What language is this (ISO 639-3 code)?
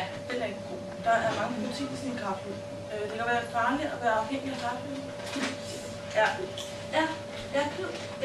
dan